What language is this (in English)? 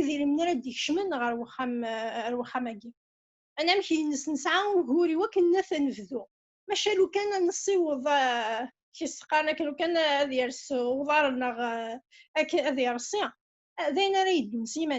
Kabyle